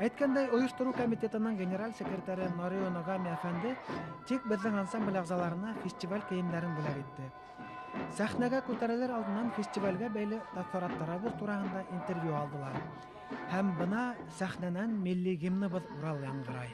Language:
Bashkir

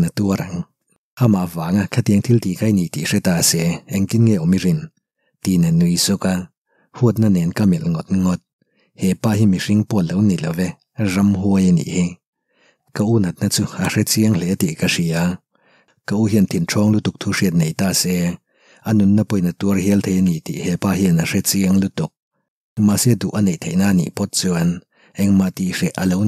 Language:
Mizo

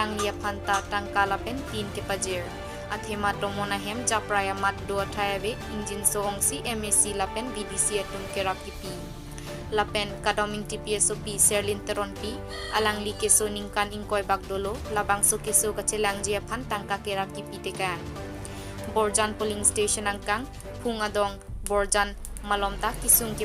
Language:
Karbi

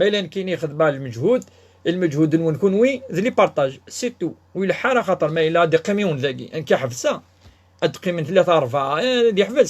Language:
Kabyle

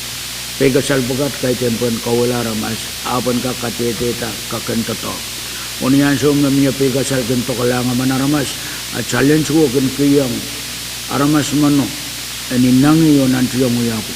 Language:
Pohnpeian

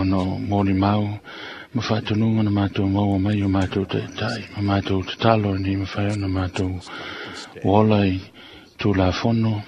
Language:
Samoan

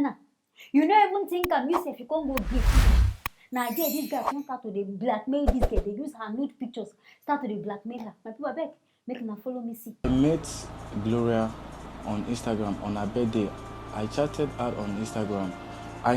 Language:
Nigerian Pidgin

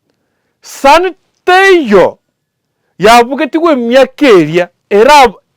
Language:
Gusii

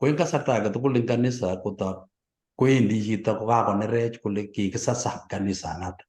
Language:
Kalenjin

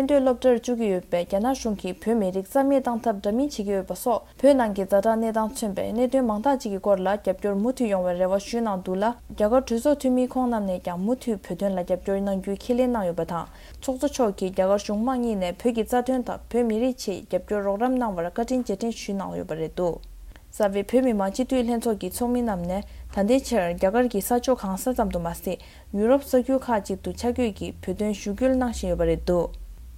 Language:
Tibetan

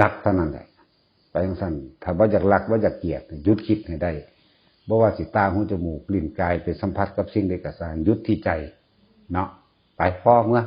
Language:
Northeastern Thai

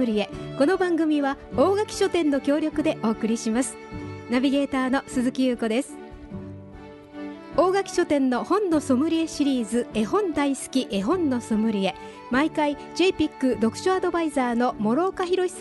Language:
Japanese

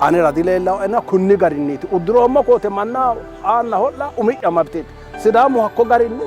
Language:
Sidamo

